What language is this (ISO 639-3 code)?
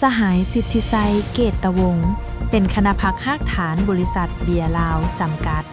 lao